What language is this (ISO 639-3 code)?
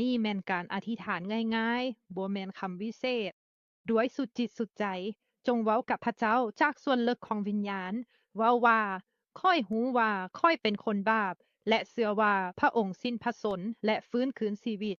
lao